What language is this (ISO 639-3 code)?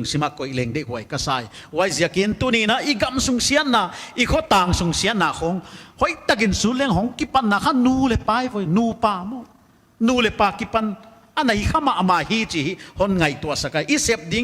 pck